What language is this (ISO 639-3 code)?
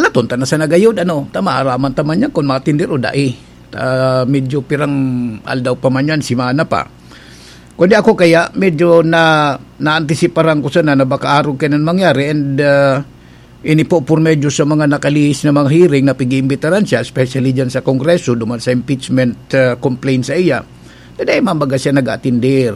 bik